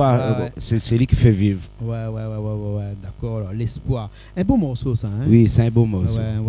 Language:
Réunion Creole French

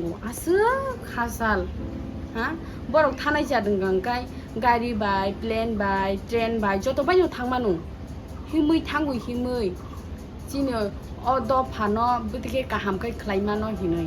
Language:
Kok Borok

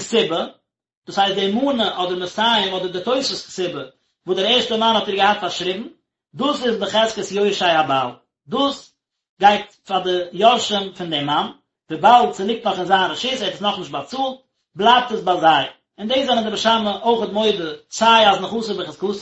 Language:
Yiddish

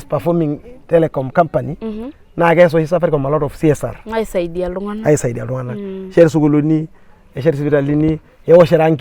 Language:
Masai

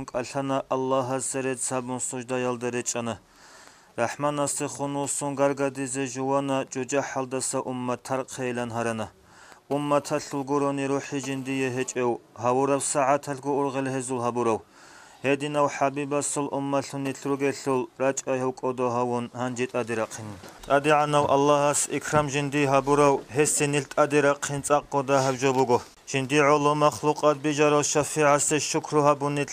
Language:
Avaric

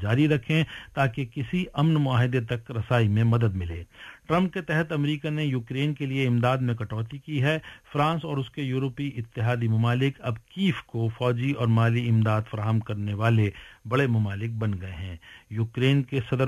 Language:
Urdu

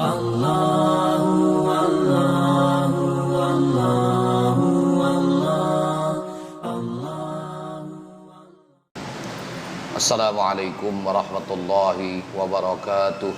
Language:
Musi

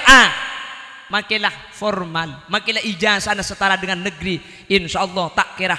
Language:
Madurese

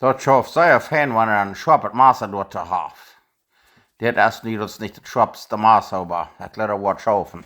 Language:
Plautdietsch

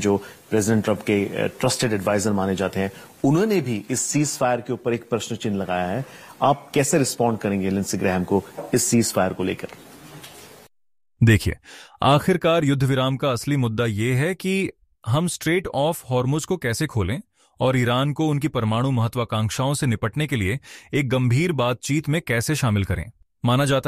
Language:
Hindi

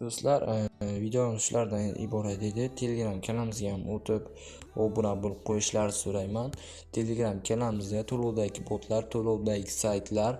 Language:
Uzbek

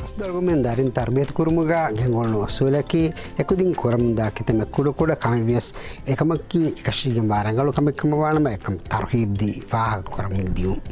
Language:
Divehi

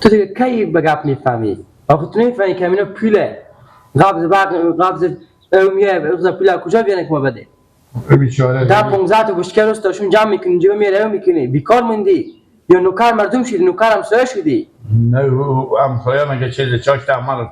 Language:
Persian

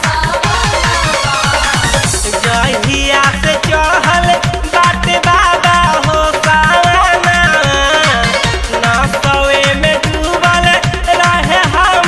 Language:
Bhojpuri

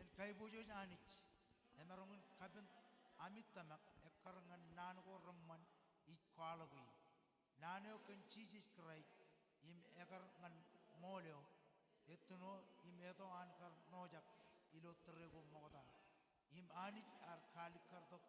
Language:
Marshallese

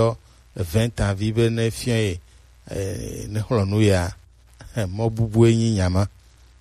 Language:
Gen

